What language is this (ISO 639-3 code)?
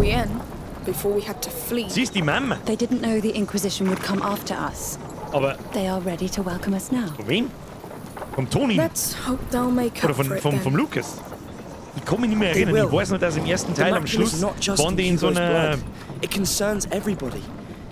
bar